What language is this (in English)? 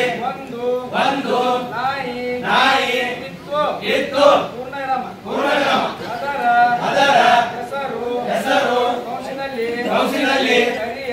Kannada